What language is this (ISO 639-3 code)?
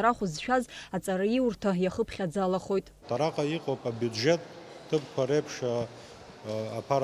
abk